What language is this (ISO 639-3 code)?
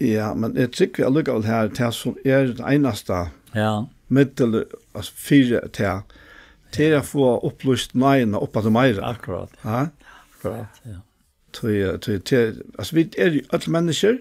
fao